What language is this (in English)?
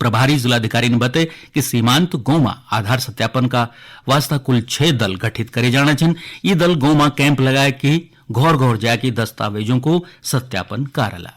Garhwali